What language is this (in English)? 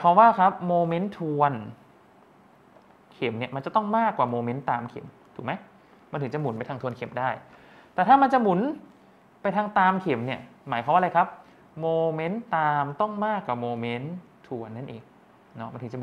Thai